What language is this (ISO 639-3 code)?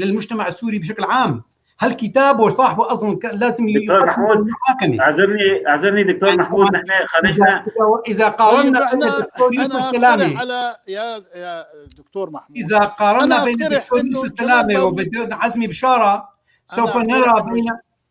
apc